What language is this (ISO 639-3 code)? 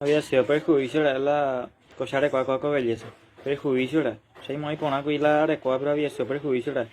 grn